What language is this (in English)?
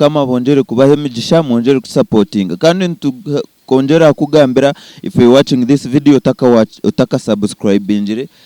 Nyankole